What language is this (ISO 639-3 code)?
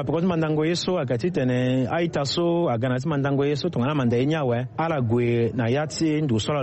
sag